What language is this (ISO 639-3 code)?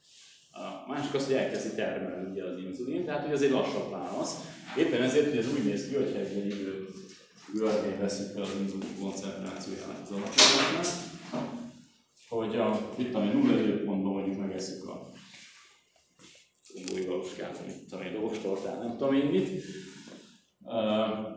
hun